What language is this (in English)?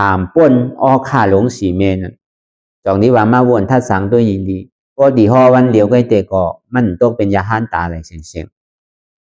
Shan